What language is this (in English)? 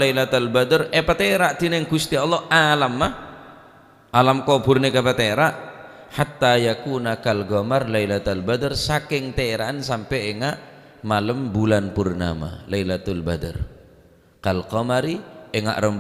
Madurese